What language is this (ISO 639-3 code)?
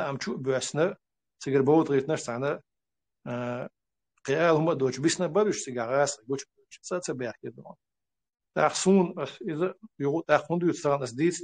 che